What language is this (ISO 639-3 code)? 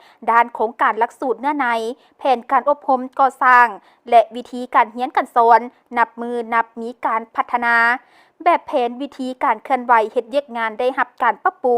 lao